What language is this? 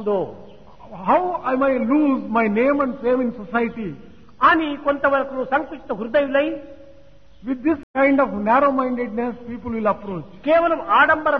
Telugu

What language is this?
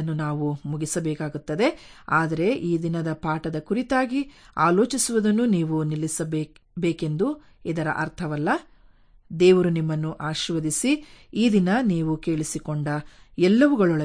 Kannada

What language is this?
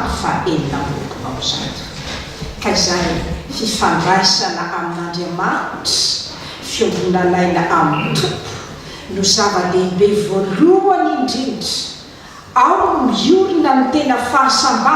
Malagasy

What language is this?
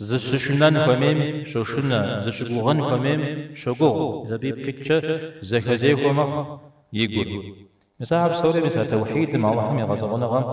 Kabardian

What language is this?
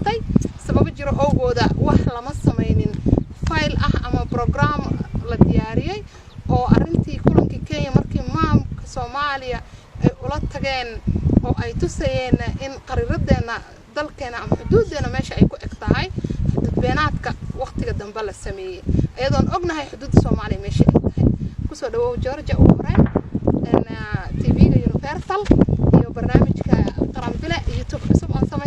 Somali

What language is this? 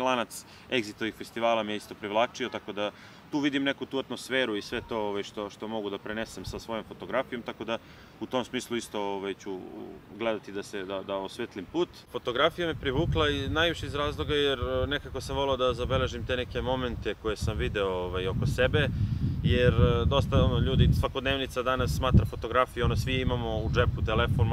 Serbian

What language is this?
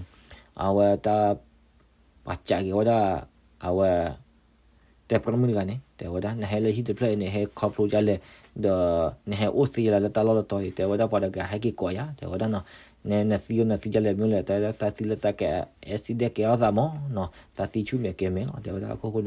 S'gaw Karen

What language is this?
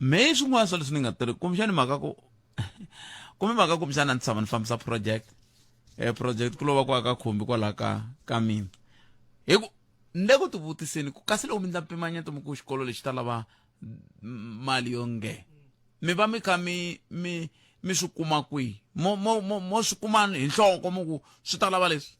Tsonga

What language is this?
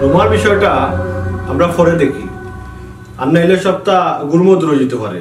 Sylheti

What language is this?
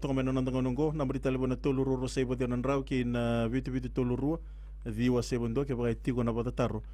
Fijian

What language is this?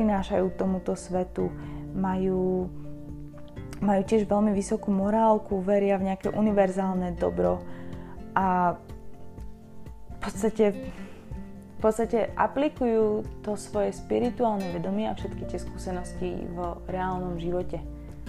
Slovak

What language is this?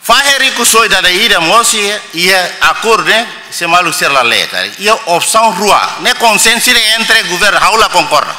Tetum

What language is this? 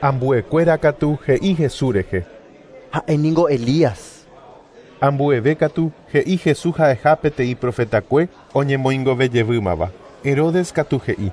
Guarani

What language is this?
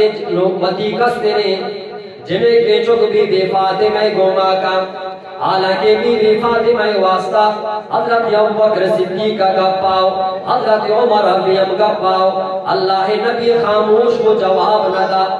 Eastern Balochi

